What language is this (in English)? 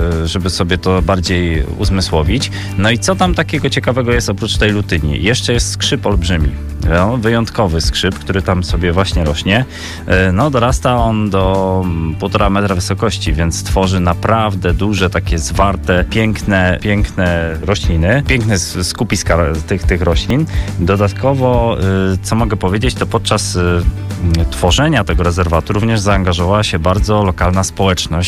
Polish